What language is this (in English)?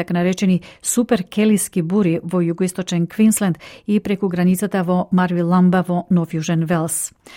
Macedonian